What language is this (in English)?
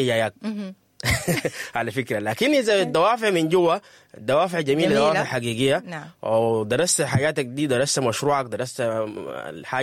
Sudanese Arabic